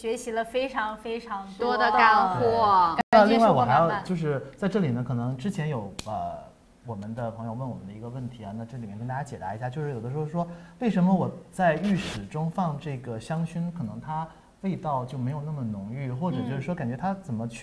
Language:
Chinese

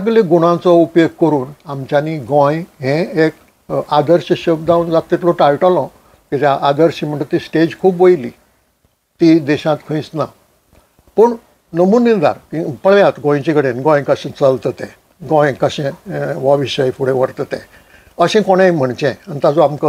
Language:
Konkani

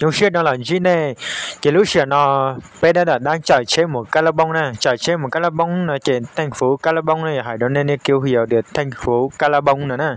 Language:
Hmong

